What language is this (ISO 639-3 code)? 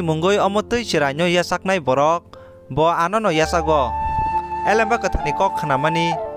trp